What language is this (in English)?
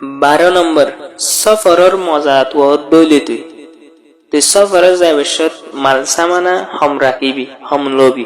Rohingya